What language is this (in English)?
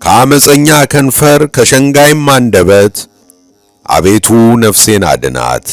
Amharic